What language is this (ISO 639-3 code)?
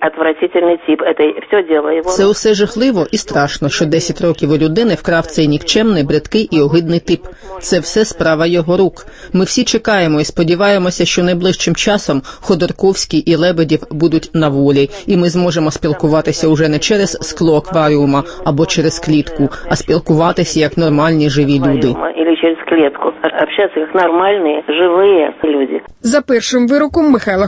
ukr